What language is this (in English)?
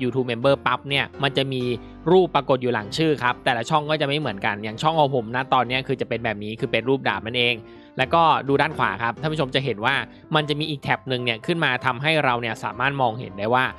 Thai